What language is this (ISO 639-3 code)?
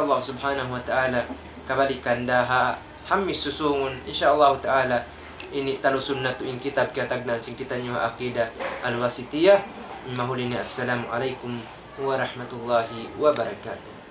tsg